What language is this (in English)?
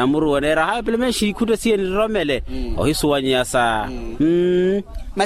Makhuwa